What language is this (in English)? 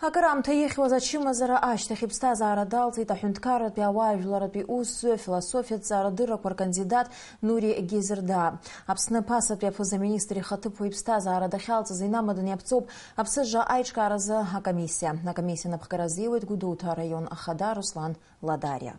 Abkhazian